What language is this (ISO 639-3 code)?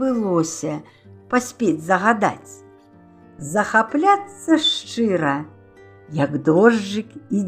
bel